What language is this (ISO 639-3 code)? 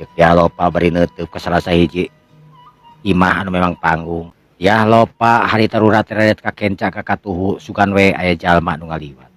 sun